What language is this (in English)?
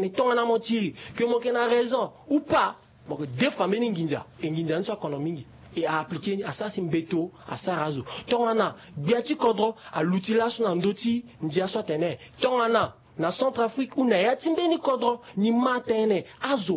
Sango